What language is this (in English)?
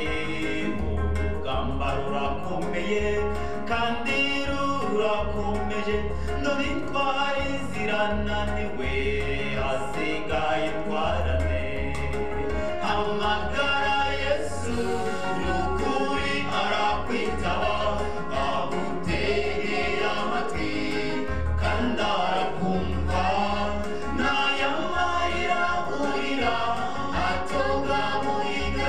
Kinyarwanda